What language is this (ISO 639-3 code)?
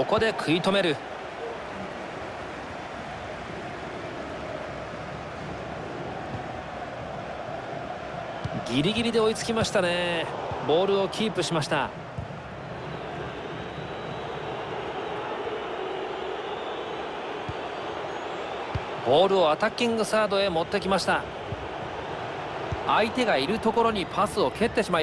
jpn